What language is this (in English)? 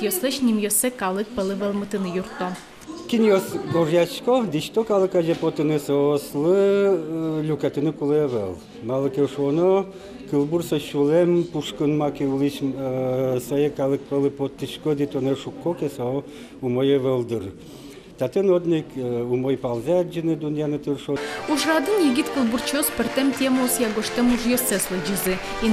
Udmurt